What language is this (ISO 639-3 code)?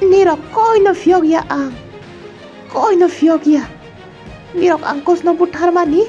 trp